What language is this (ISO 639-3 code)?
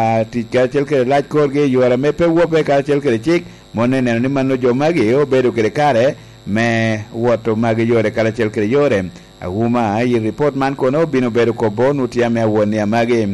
laj